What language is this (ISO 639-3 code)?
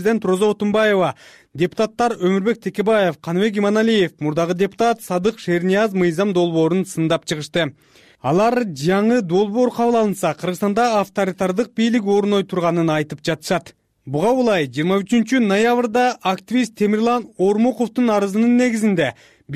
kir